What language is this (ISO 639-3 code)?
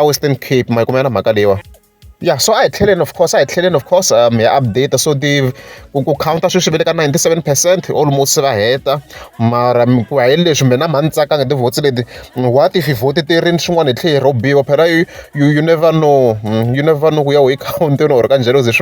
tso